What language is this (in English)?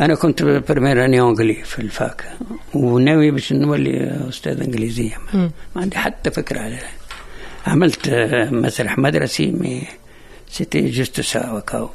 Tunisian Arabic